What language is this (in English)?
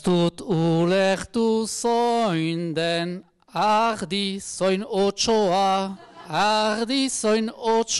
Basque